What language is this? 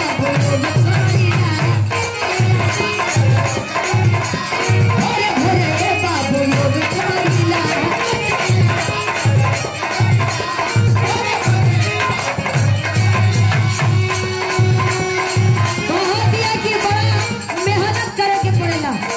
Bhojpuri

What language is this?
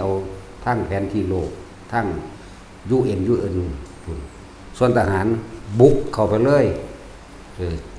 Lao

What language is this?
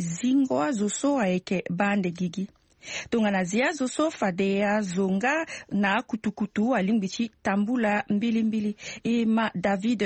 Sango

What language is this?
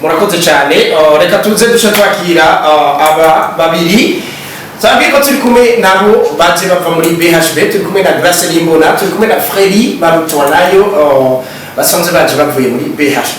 Rundi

